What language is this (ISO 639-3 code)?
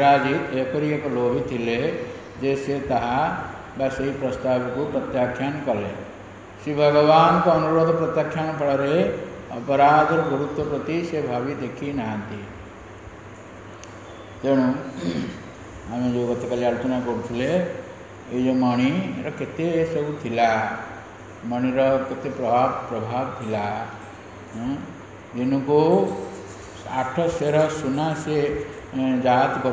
ori